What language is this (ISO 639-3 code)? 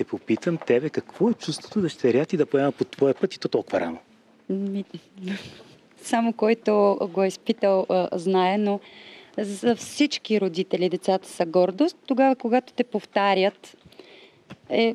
bul